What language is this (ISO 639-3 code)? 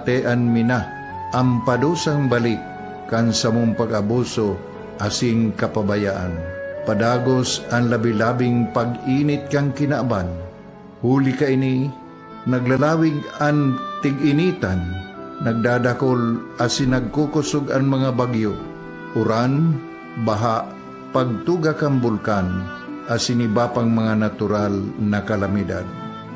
bik